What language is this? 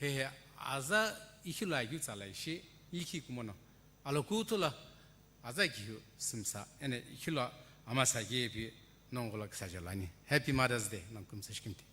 Sumi Naga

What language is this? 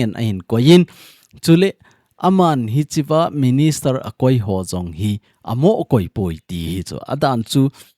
Thado Chin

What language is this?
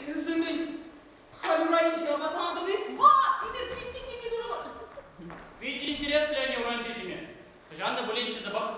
Chuvash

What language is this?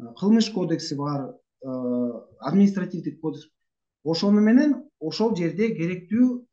Kyrgyz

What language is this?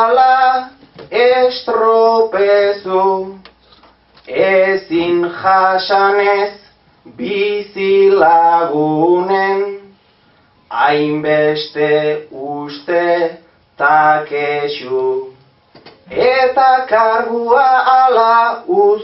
Basque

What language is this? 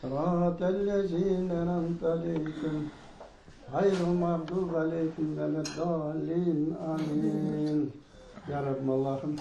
Crimean Tatar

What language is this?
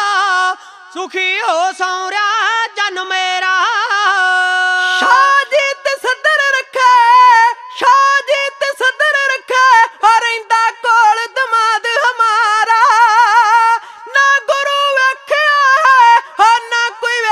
Punjabi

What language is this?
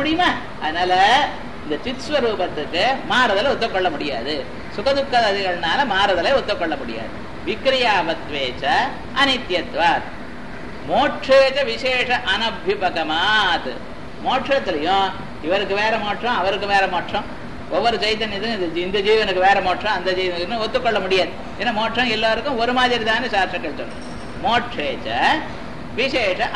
Tamil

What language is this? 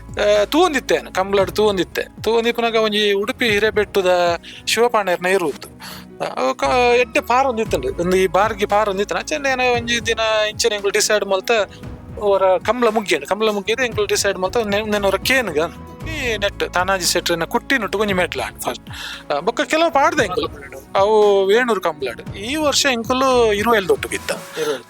Tulu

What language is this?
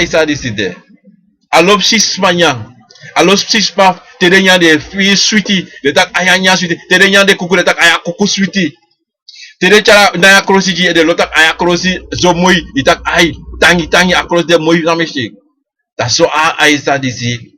Sranan Tongo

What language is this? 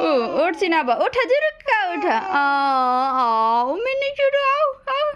Nepali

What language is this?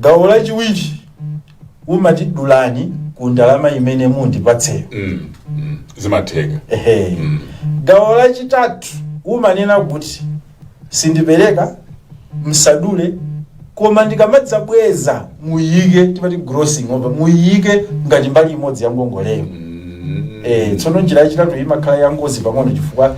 Nyanja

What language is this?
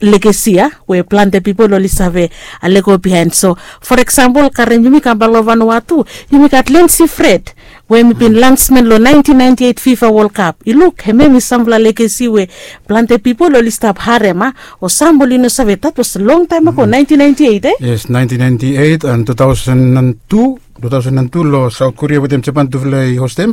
Bislama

